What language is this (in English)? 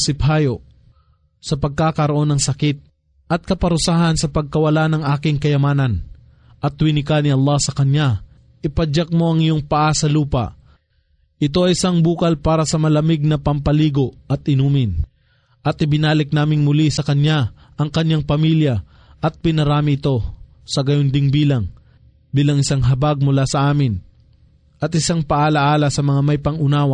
Filipino